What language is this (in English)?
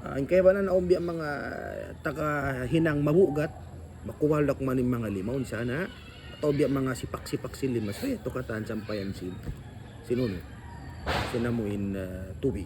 Tausug